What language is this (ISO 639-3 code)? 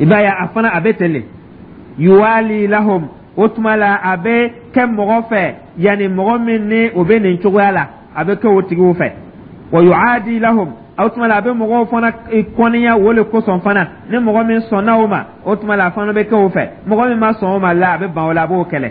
dyu